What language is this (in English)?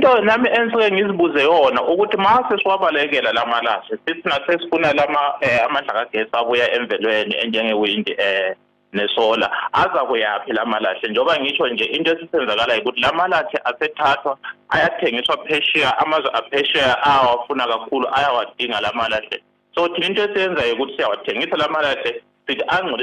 Zulu